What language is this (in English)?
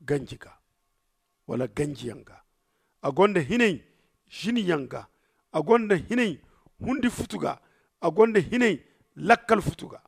Zarma